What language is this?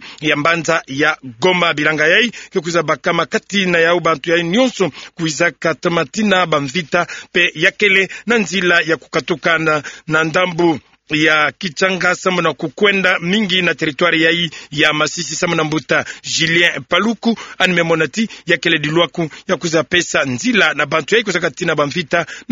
Kituba (Democratic Republic of Congo)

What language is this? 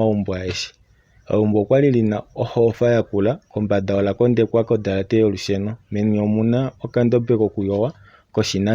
Kuanyama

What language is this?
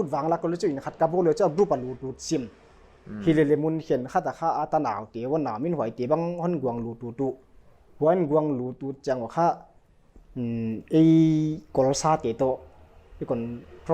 Paite Chin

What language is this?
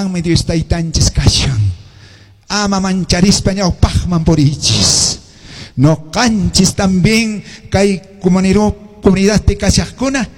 Quechua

